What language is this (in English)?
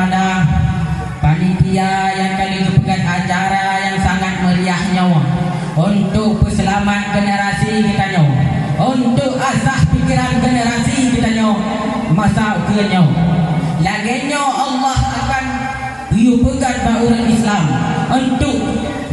Achinese